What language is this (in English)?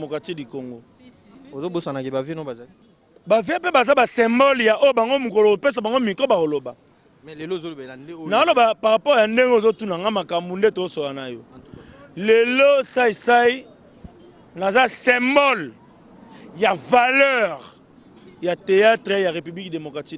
Lingala